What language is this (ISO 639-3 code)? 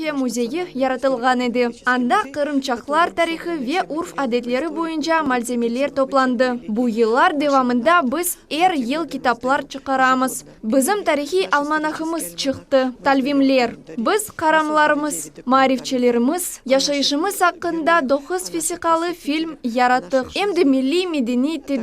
crh